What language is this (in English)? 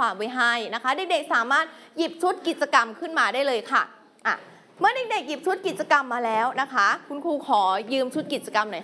Thai